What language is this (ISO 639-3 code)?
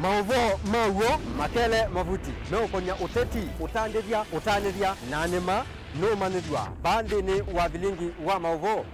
kam